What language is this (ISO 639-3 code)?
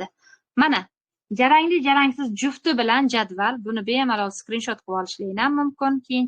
uzb